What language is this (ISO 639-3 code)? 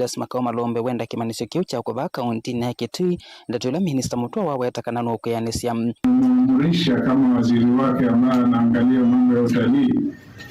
kam